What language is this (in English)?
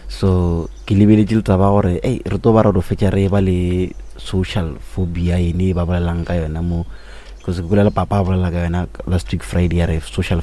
Northern Sotho